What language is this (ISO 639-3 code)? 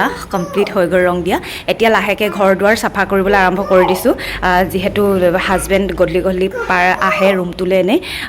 asm